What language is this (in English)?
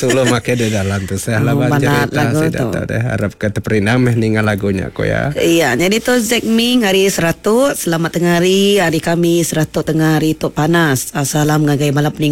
Iban